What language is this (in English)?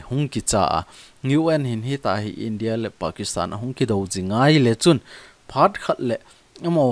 Thado Chin